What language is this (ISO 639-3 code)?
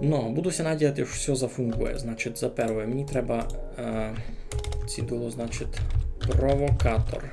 rue